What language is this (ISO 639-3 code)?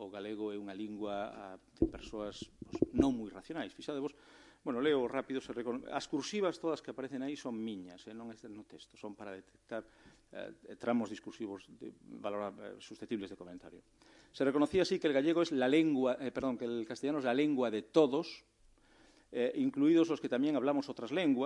glg